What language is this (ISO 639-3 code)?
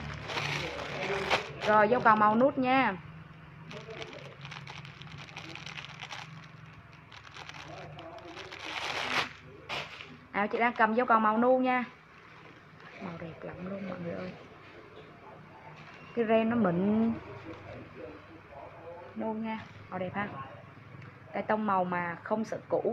vie